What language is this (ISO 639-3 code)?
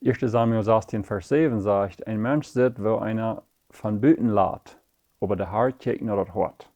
pdt